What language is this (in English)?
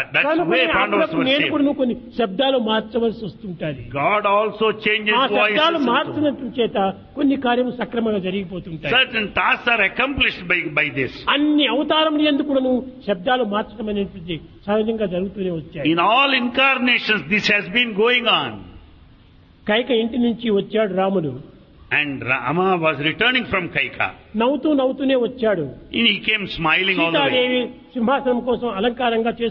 Telugu